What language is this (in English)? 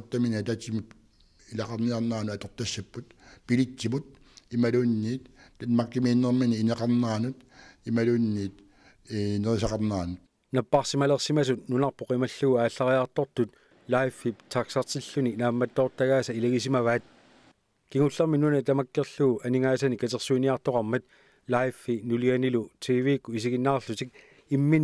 Kalaallisut